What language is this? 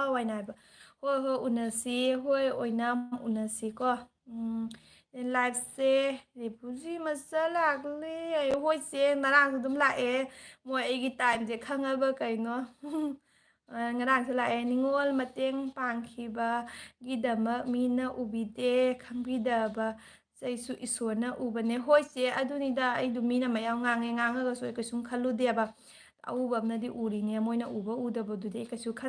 Manipuri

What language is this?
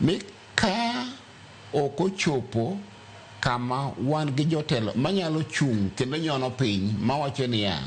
Luo (Kenya and Tanzania)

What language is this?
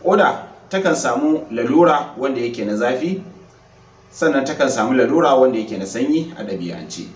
Hausa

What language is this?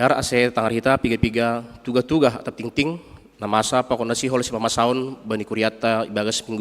Batak Simalungun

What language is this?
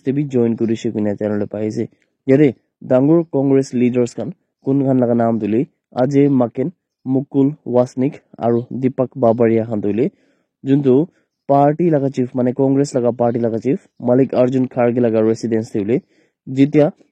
Naga Pidgin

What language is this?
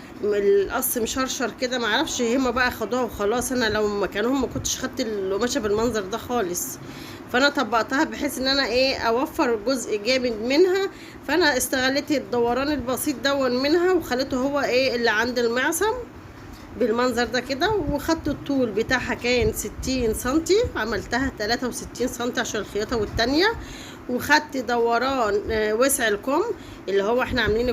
Egyptian Arabic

